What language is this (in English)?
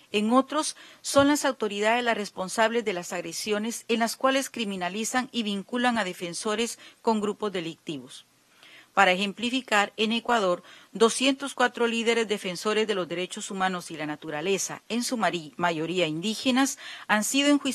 Spanish